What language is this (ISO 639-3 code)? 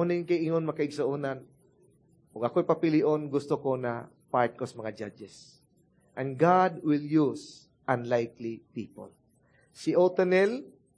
ceb